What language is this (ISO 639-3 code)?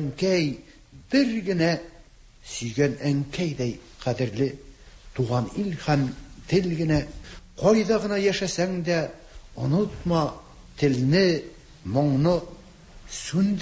tat